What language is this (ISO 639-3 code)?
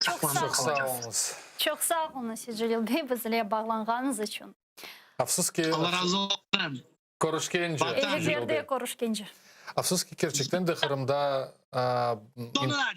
crh